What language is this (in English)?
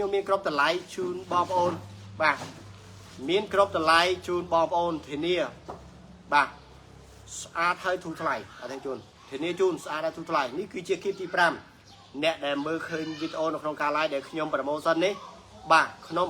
Khmer